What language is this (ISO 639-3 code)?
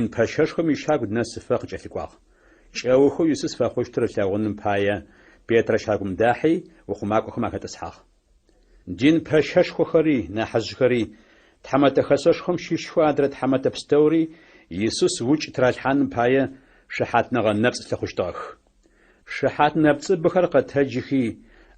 ady